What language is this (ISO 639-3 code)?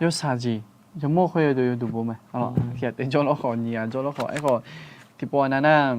ahk